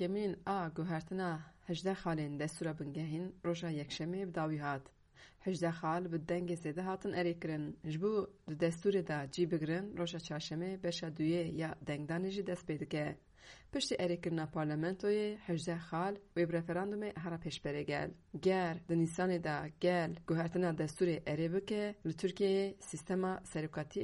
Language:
Kurdish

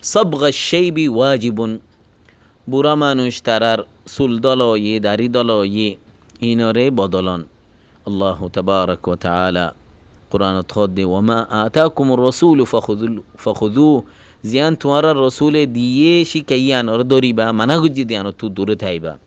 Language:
Rohingya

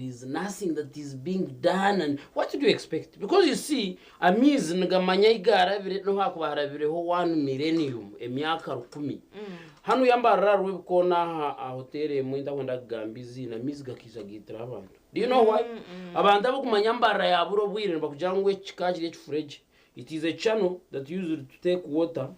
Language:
Nyankole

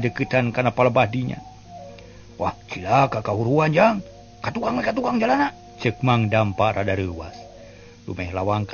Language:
Sundanese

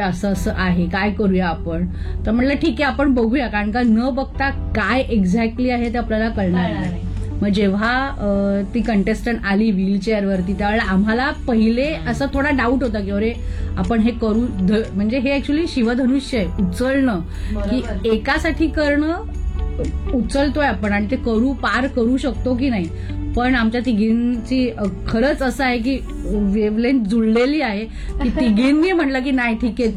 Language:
Marathi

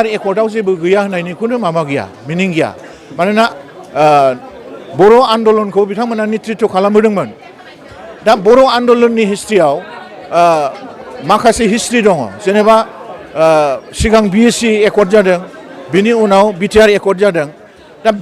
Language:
Bodo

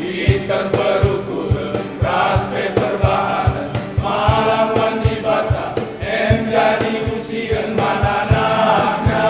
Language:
Batak Karo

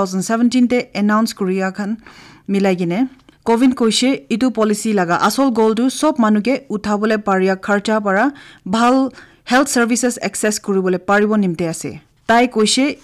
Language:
Naga Pidgin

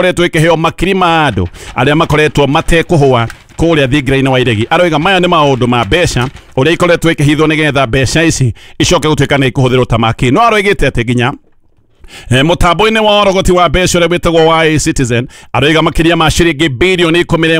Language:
Kikuyu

